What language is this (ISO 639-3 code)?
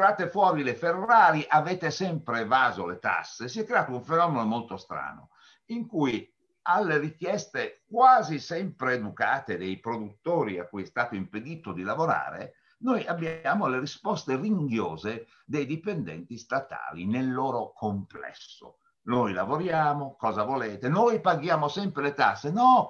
ita